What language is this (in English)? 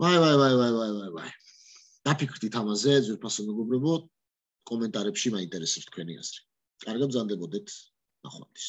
Georgian